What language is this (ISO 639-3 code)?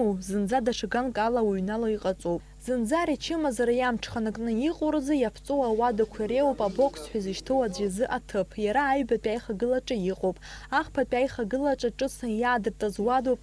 abk